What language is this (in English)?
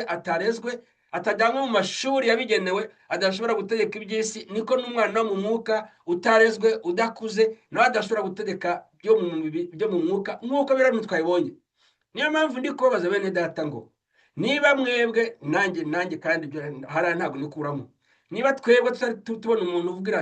Kinyarwanda